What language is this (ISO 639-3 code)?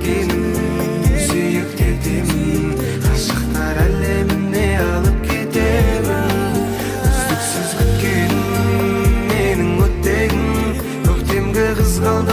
kaa